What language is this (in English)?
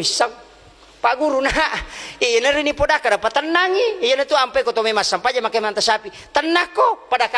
Buginese